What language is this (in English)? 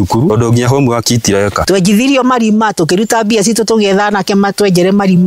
Kikuyu